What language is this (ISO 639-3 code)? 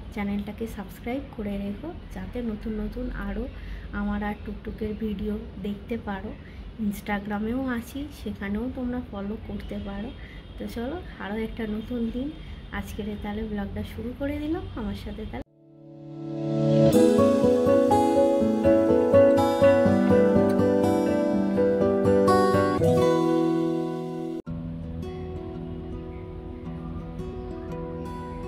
ben